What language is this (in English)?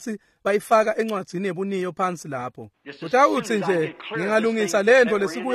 Swati